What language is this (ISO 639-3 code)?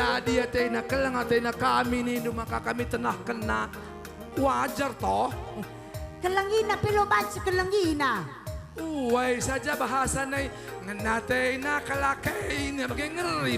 btx